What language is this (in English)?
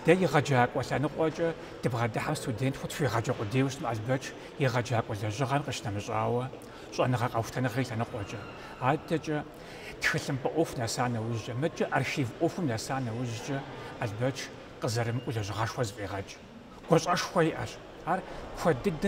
Kabardian